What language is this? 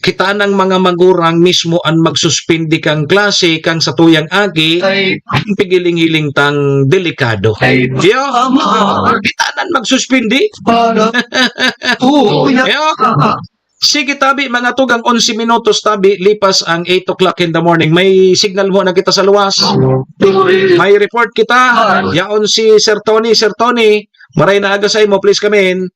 Bikol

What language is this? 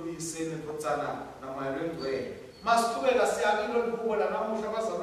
Swati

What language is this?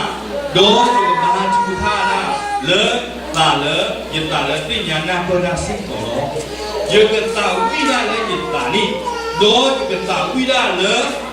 S'gaw Karen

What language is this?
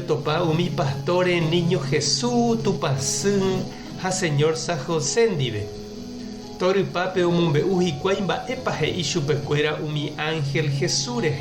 Guarani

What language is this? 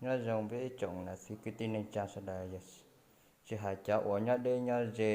Hmong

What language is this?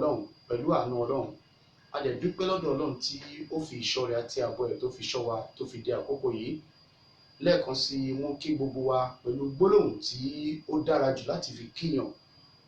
Yoruba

